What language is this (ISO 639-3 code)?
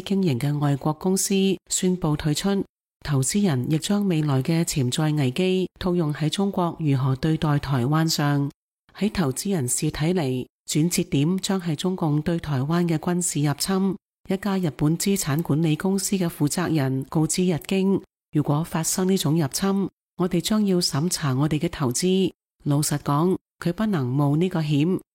yue